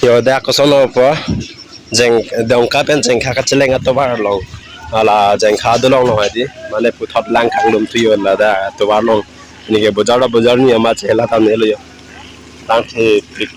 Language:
Karbi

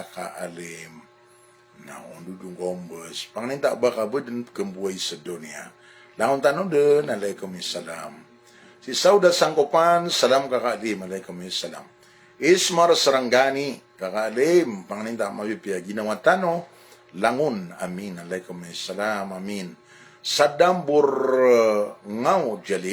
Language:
Maranao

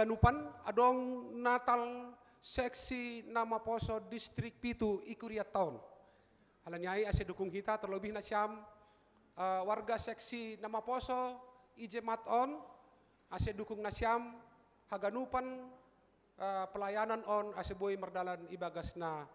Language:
Batak Simalungun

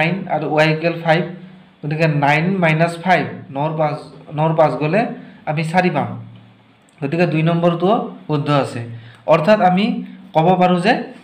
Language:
Assamese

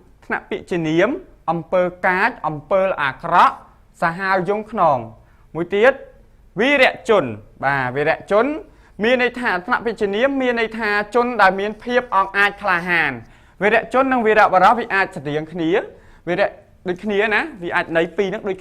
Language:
Khmer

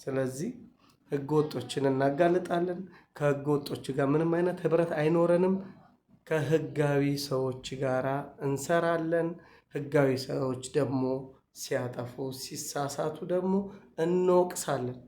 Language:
Amharic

